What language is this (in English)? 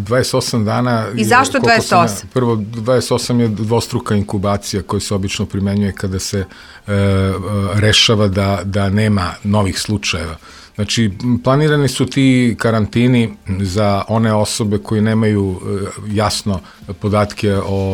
Serbian